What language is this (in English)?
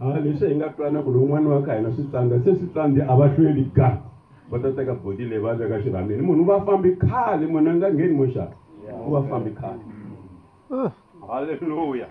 Tsonga